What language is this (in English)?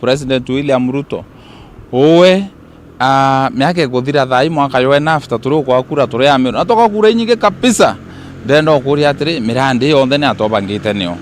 Meru